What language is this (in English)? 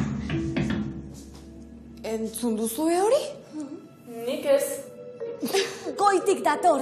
Basque